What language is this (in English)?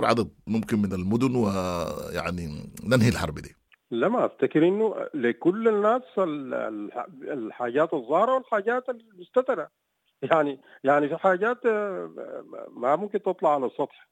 Sudanese Arabic